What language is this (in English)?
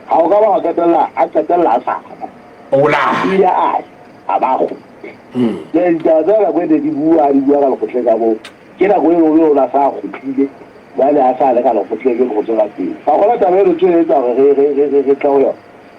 Southern Sotho